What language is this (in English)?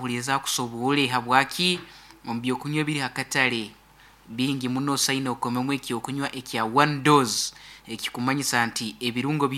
Nyankole